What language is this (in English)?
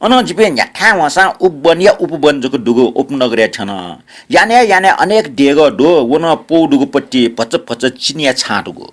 Newari